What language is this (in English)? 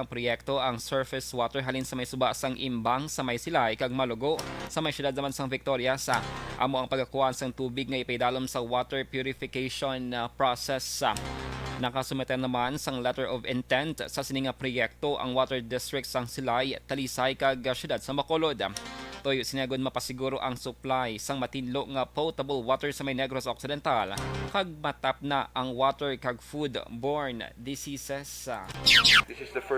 Hiligaynon